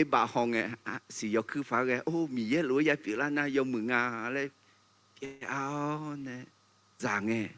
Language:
Akha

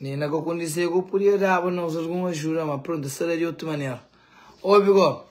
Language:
Kabuverdianu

